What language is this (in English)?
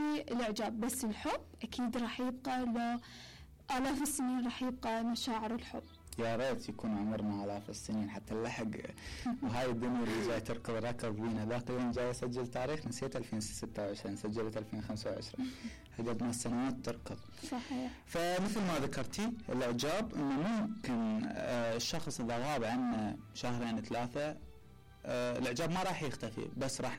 Mesopotamian Arabic